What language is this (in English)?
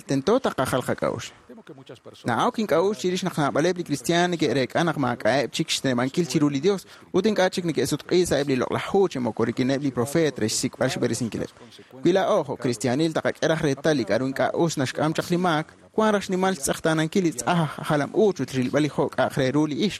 Kekchí